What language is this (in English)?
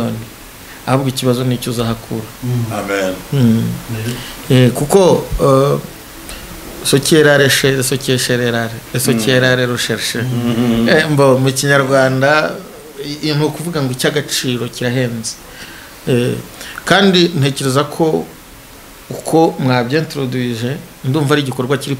Kinyarwanda